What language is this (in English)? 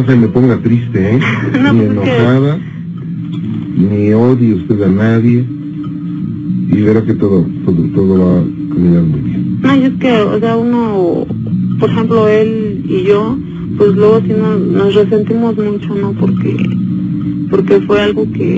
Spanish